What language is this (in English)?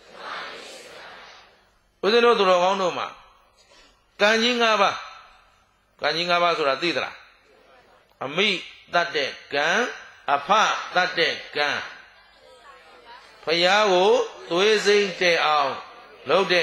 Burmese